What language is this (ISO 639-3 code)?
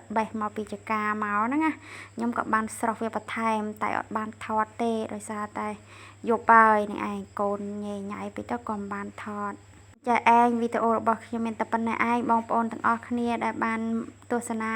khm